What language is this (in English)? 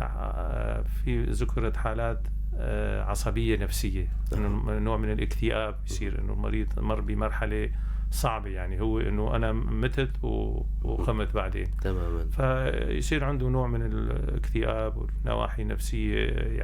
North Levantine Arabic